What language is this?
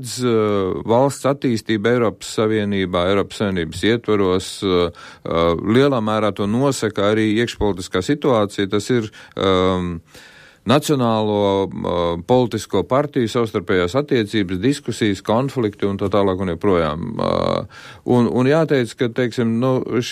Latvian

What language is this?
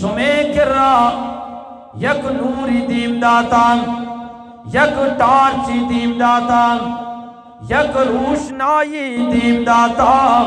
Eastern Balochi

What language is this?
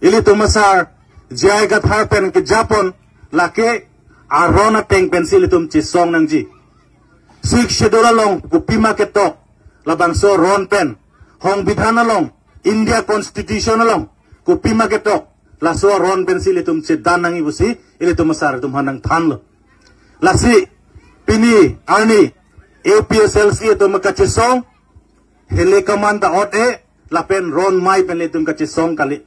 Karbi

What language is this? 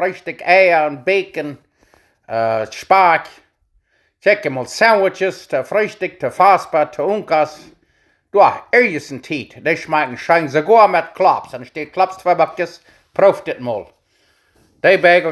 Plautdietsch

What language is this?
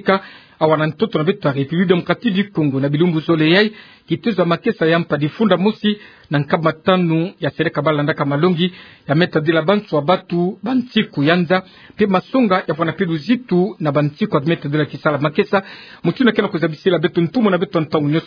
Kituba (Democratic Republic of Congo)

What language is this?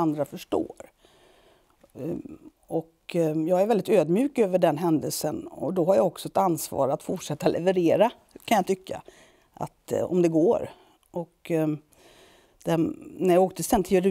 Swedish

